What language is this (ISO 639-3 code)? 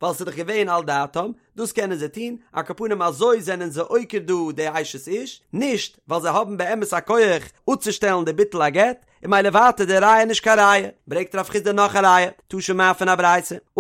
yid